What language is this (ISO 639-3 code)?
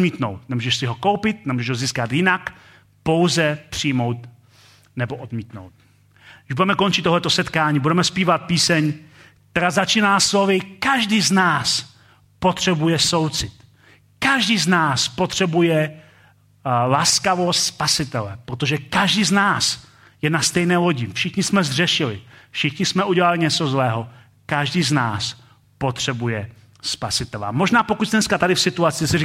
ces